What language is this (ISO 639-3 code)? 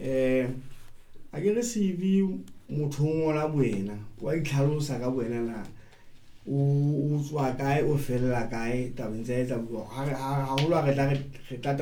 sot